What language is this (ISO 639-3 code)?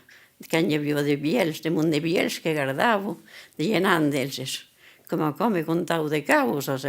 oci